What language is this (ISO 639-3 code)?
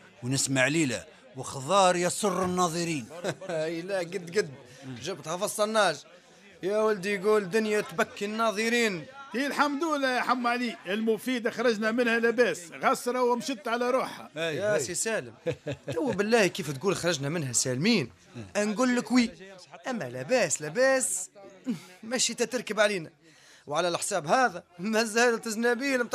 aeb